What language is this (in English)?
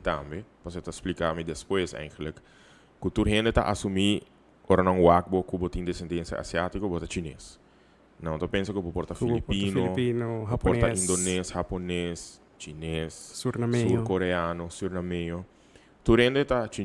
Papiamento